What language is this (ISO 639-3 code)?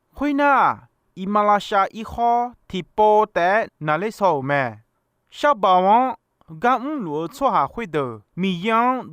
ahk